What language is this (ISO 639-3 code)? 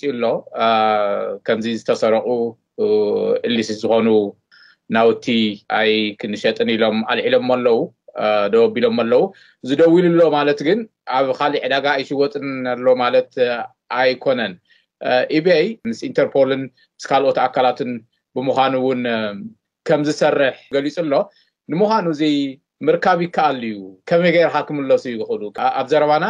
tir